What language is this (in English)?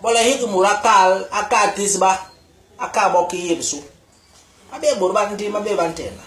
Basaa